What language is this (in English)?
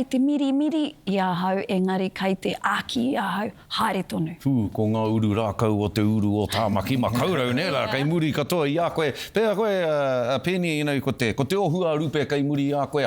Māori